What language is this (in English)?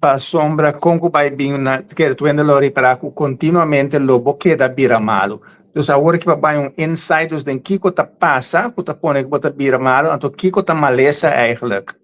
Papiamento